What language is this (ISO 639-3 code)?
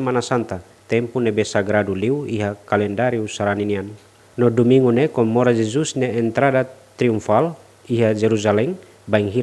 tet